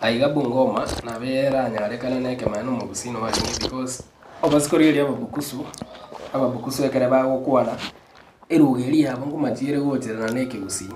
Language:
Gusii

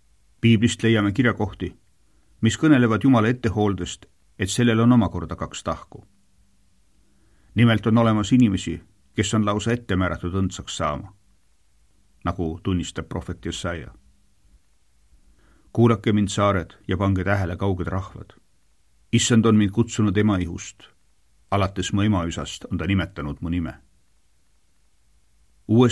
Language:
Estonian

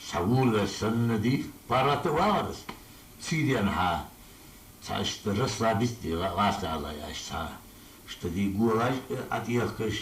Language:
Ingush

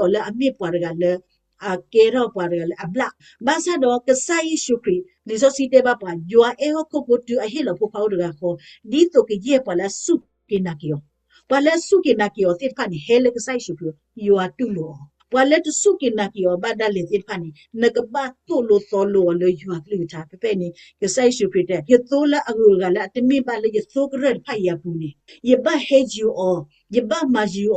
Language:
S'gaw Karen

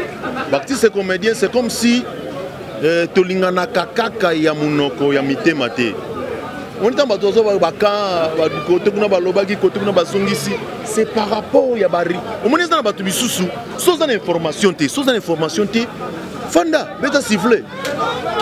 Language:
Lingala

